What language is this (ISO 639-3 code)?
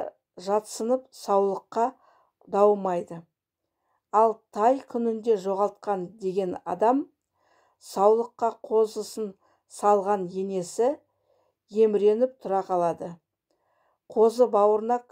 kaz